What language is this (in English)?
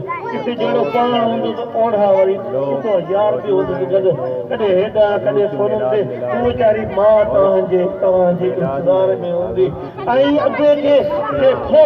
Sindhi